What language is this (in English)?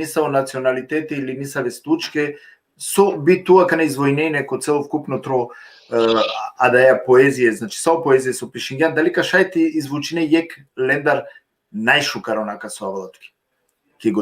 Balkan Romani